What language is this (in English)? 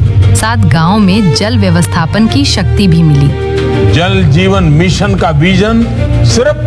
Hindi